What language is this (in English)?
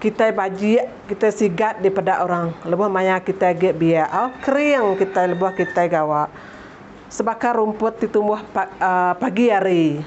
Iban